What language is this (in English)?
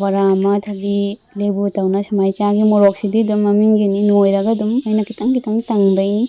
Manipuri